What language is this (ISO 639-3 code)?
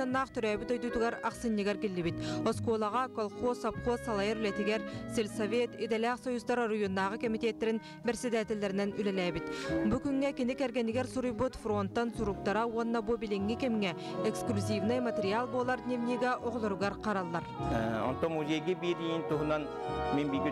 sah